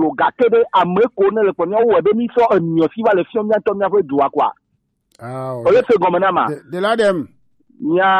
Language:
Gen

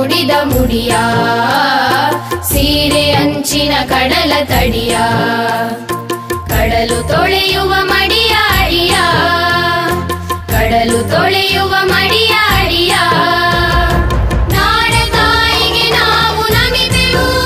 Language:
Kannada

